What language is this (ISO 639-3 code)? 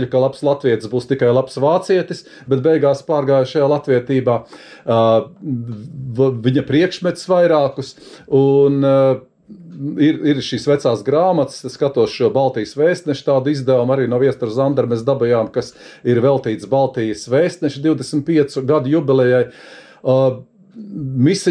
lav